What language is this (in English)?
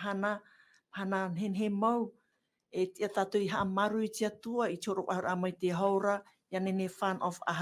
Tahitian